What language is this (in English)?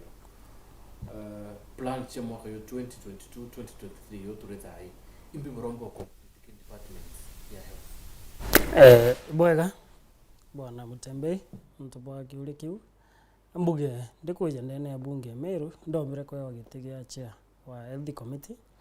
Meru